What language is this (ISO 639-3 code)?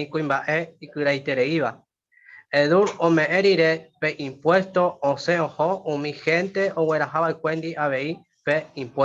grn